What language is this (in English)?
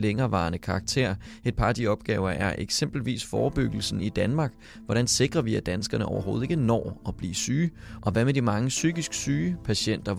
Danish